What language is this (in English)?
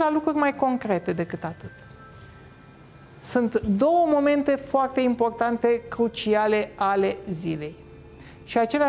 Romanian